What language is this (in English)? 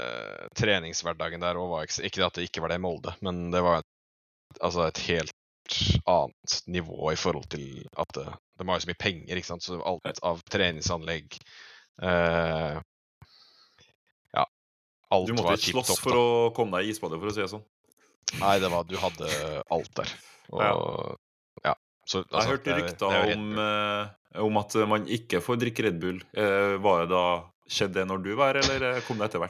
Norwegian